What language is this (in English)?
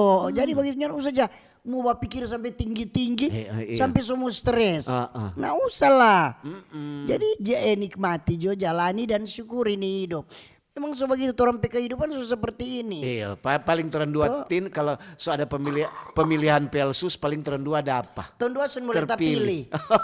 Manado Malay